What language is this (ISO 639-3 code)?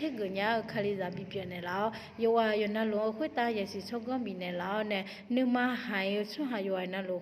ahk